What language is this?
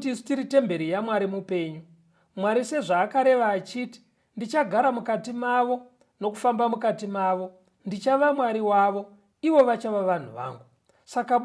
Shona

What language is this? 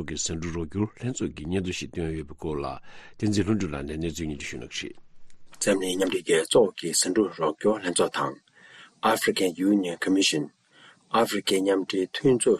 Tibetan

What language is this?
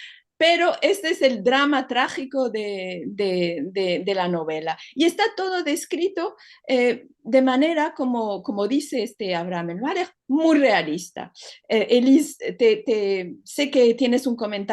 Ladino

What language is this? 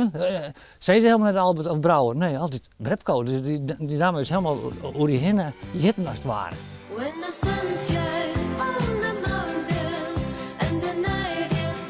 Western Frisian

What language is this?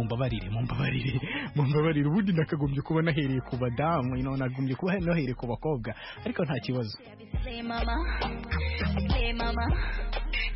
Kinyarwanda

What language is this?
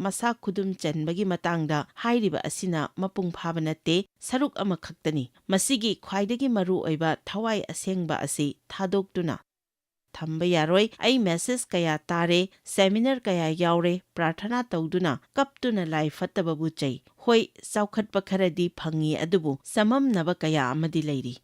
Manipuri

